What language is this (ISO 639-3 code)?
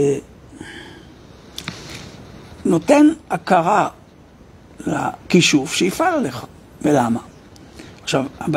heb